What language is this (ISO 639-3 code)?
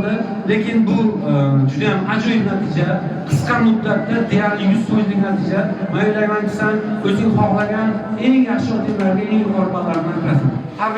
uzb